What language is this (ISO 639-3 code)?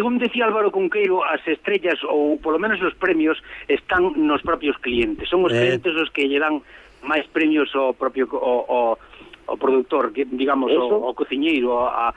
glg